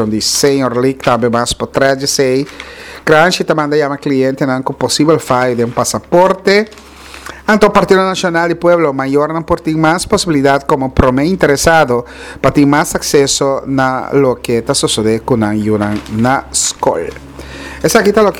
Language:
Papiamento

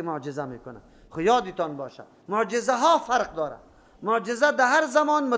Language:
Persian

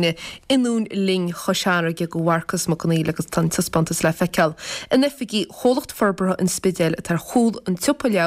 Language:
Irish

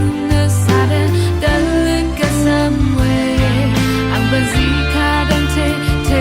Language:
Rawang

